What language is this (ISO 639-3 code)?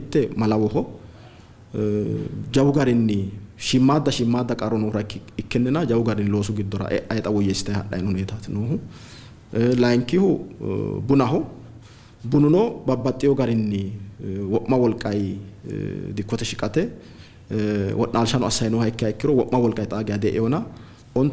sid